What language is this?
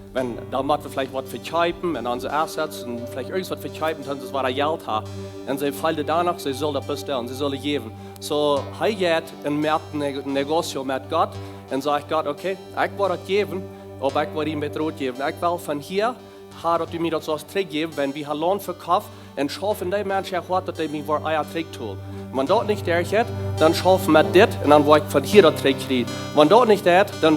Plautdietsch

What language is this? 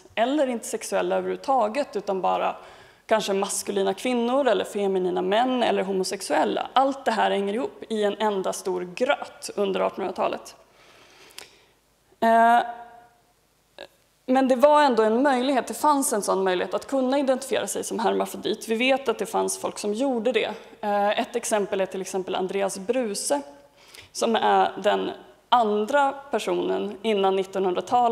Swedish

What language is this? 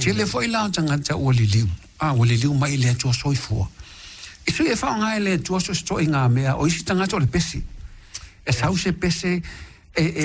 Samoan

